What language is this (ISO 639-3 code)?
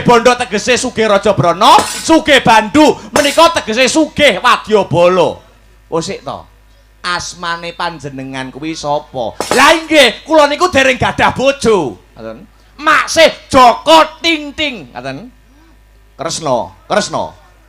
jav